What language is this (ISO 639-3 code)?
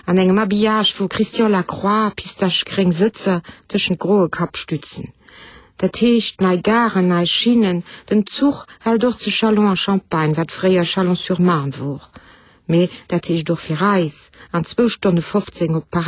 ltz